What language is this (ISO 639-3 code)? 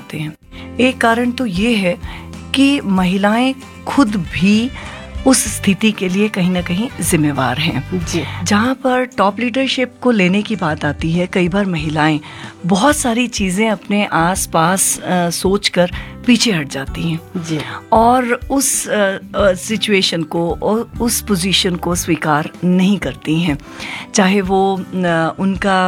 hin